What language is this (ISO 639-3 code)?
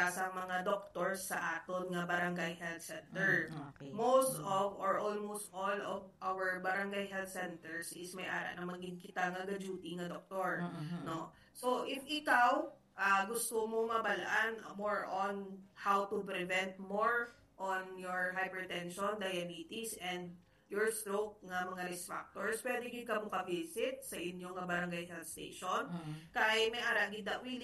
hil